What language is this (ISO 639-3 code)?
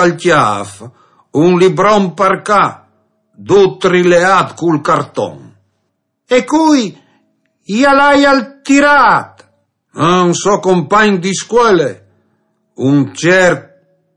fur